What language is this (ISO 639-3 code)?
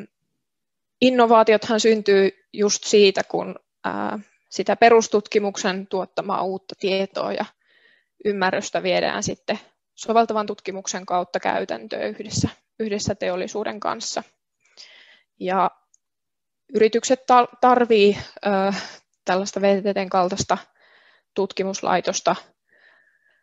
fin